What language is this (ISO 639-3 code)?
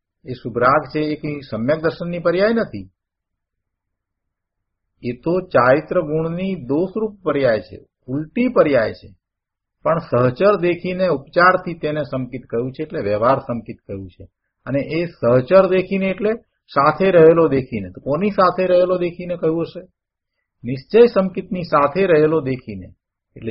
guj